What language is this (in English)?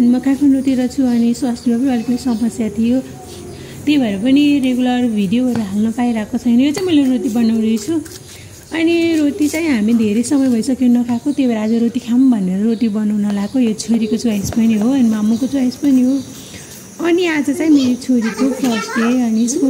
Nepali